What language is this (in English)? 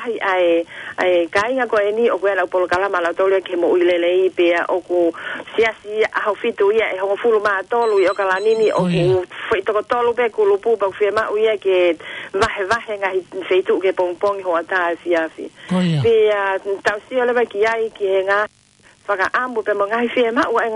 Tongan